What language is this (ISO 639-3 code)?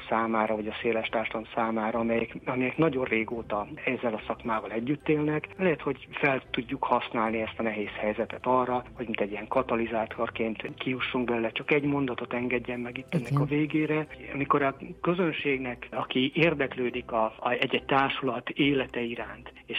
hun